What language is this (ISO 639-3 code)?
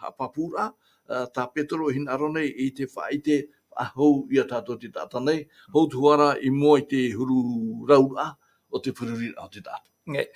tah